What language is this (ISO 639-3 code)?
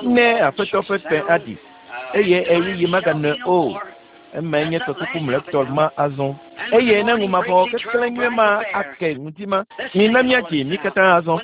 ewe